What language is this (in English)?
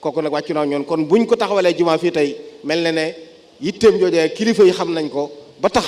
Wolof